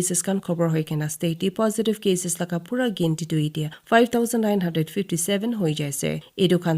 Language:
Naga Pidgin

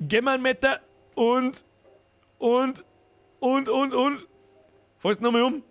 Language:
Bavarian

